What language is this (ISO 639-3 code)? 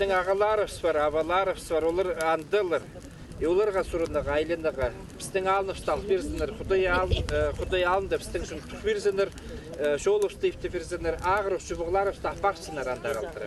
kjh